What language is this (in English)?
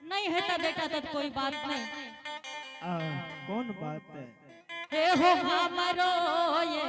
Angika